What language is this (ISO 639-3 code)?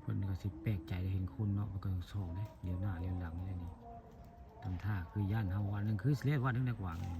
tts